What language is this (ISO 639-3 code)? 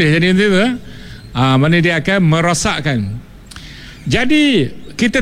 msa